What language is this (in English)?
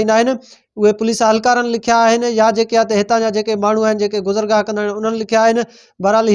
Sindhi